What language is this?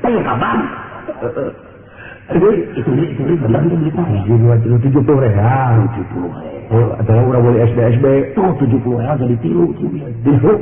Sundanese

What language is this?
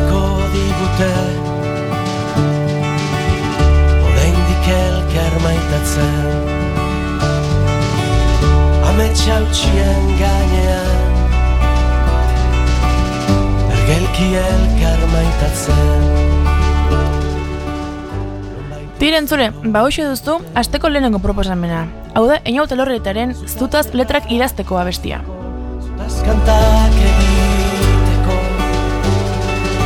Basque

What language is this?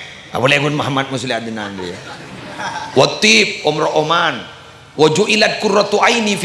Madurese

